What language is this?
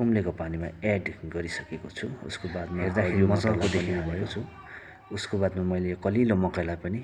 Nepali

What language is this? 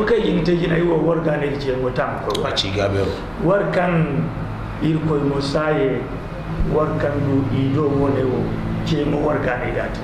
Zarma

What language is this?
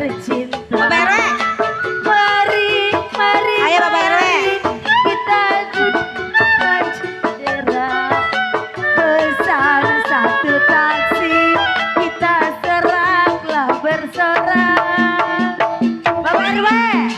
Betawi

